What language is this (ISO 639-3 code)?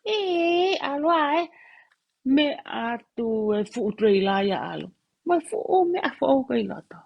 ton